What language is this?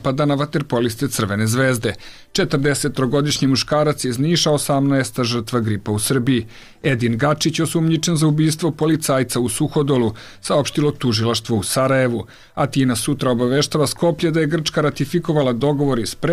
Serbian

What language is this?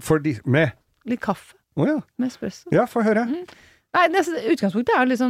Norwegian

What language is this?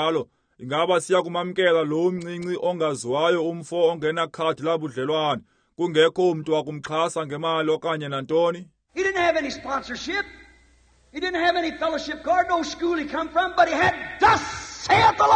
Xhosa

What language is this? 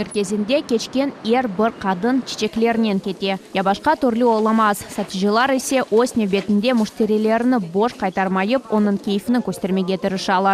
Crimean Tatar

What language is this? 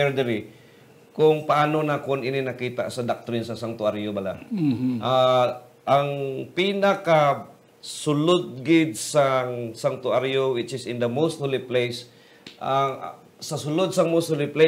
Hiligaynon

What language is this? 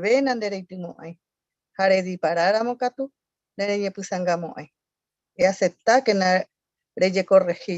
Guarani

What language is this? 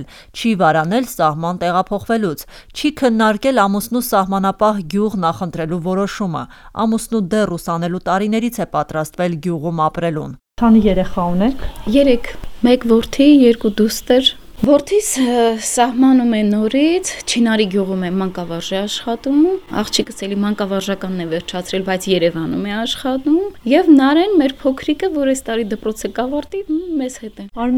Armenian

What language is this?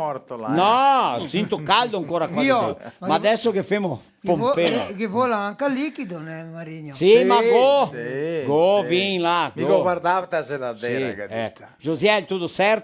Venetian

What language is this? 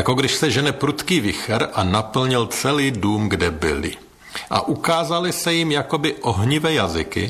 Czech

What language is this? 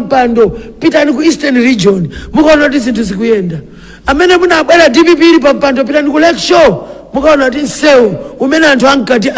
Nyanja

